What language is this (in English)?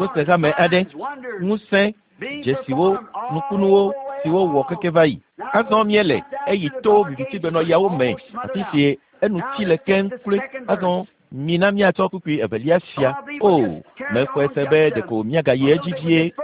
Ewe